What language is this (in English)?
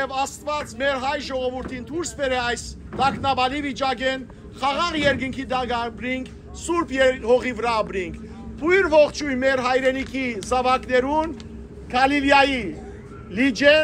Western Armenian